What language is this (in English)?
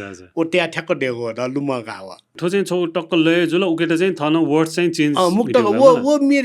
Newari